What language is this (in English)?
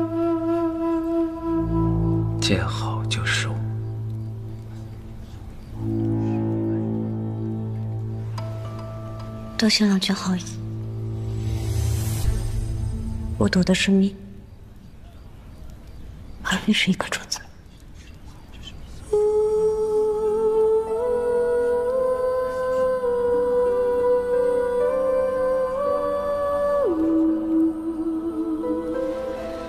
Chinese